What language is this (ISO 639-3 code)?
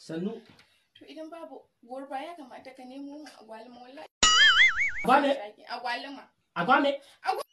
hau